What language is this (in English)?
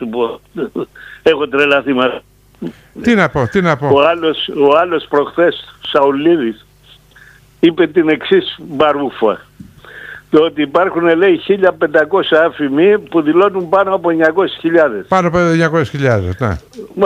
Greek